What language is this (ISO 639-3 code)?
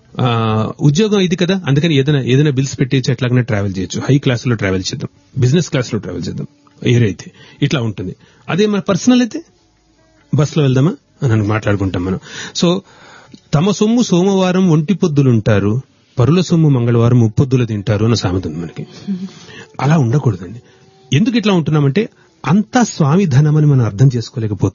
tel